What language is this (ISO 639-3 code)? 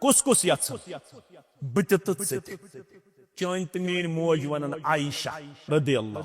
kas